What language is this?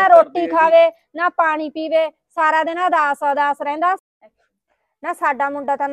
Punjabi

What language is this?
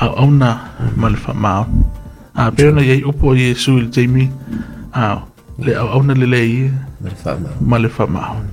Samoan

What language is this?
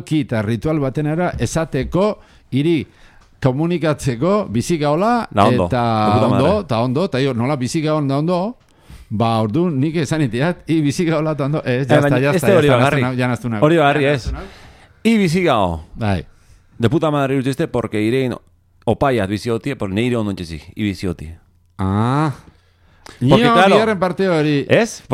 Basque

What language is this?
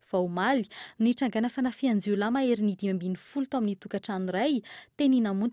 Malagasy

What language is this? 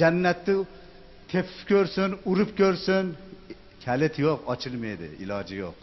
Uzbek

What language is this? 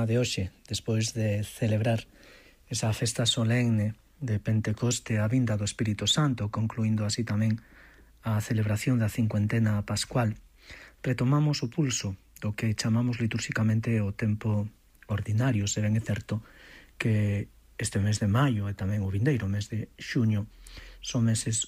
Galician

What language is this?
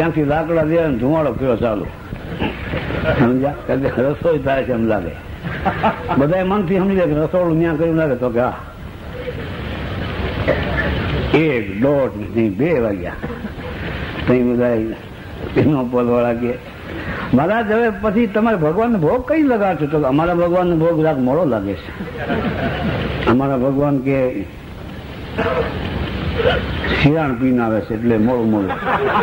Gujarati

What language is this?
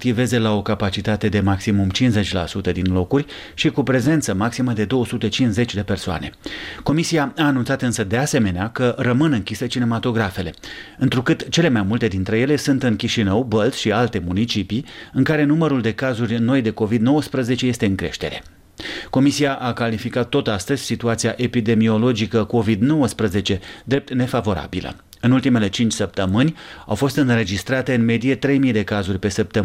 Romanian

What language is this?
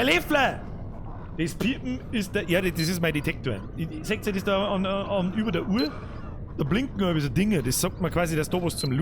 Bavarian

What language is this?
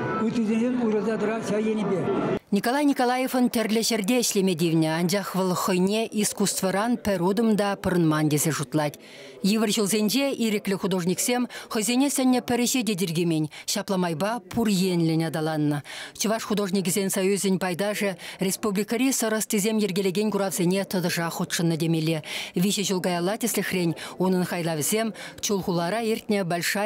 Chuvash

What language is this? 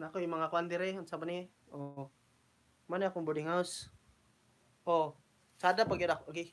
Cebuano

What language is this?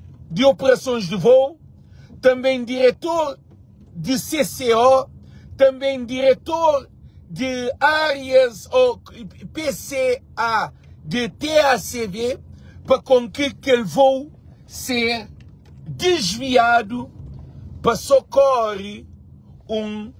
Kabuverdianu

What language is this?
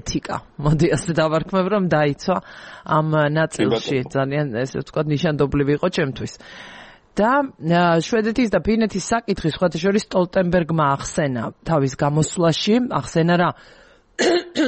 Georgian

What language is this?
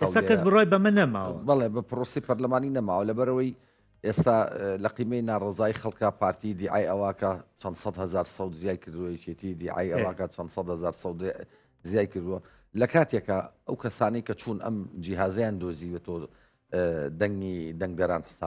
Central Kurdish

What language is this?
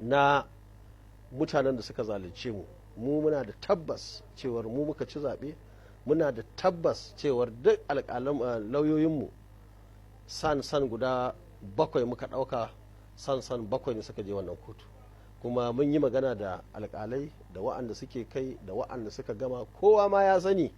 Hausa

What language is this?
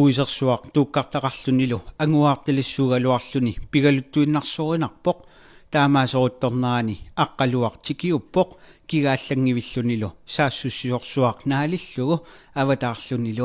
Kalaallisut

